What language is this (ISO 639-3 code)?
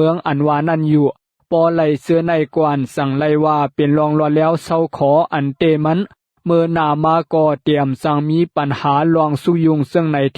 shn